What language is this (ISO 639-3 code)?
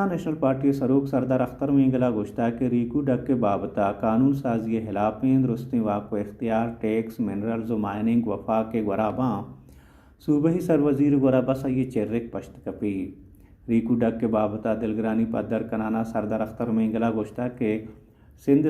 bal